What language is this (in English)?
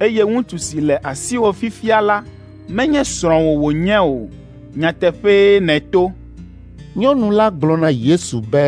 Ewe